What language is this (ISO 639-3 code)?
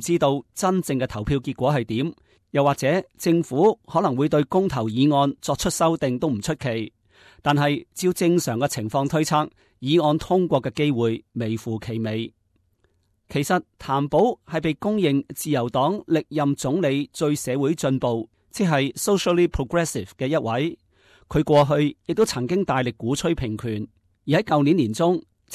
yue